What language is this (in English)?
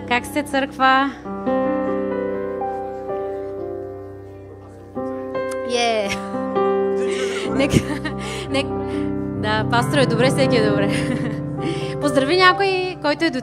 Bulgarian